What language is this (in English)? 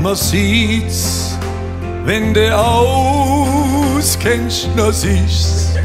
Swabian